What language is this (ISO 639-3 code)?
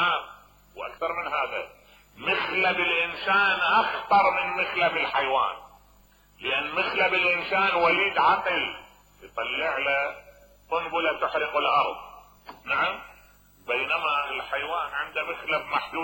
acm